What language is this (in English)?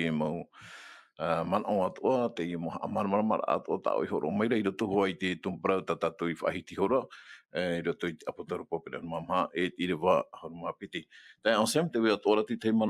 Tahitian